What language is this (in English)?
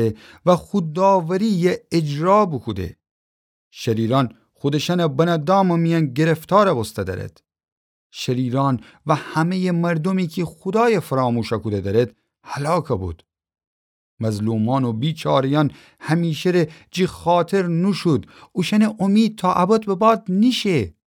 Gilaki